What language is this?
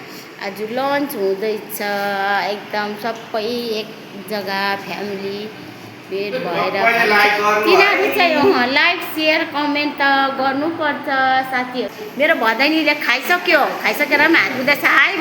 Nepali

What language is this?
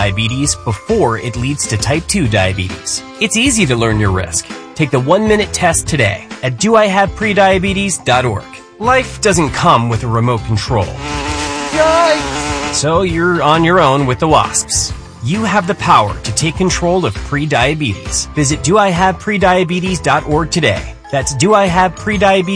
English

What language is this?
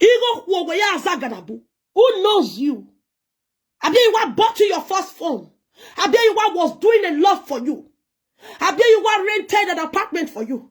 Nigerian Pidgin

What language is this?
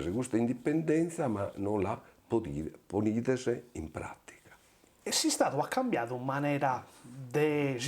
Sardinian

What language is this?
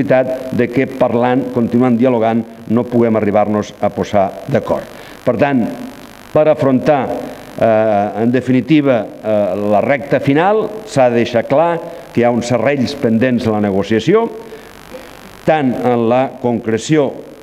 Catalan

